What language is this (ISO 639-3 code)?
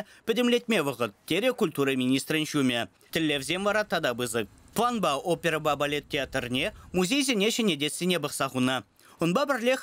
chv